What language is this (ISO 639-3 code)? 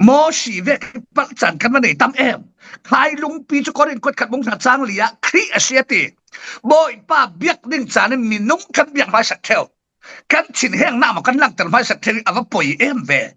cfm